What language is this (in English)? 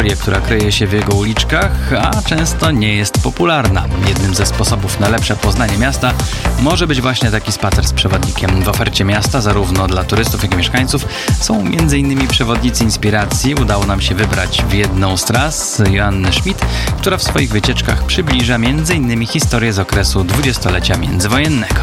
Polish